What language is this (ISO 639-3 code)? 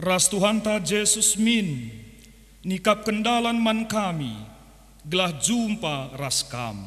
btx